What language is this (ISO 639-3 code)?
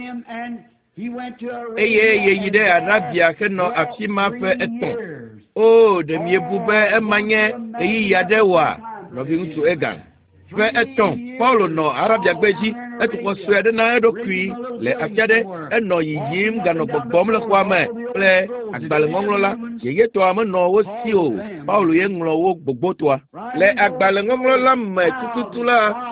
ewe